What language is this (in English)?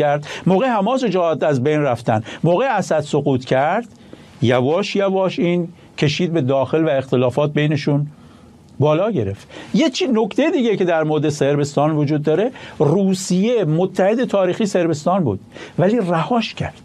Persian